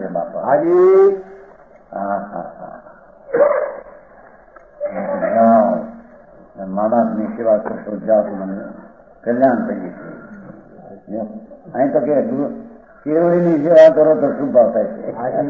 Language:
Gujarati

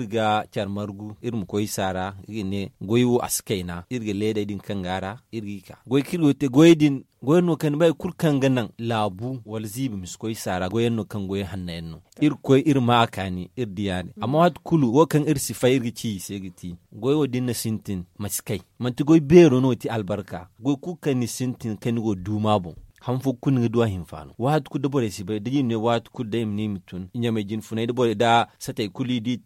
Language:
Zarma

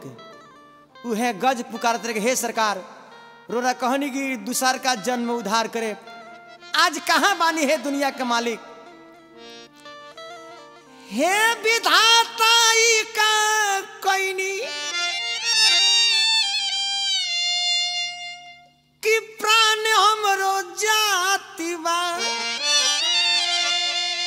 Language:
Bhojpuri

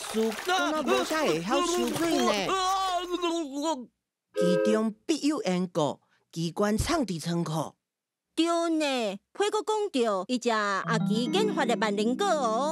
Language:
Min Nan Chinese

